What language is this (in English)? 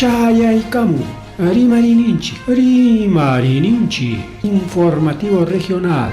Ayacucho Quechua